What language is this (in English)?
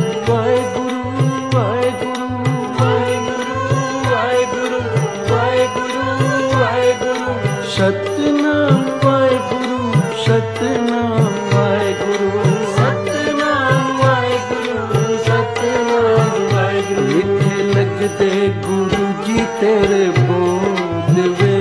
Punjabi